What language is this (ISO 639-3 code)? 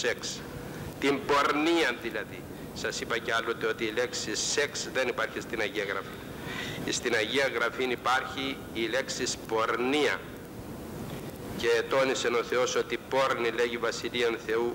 ell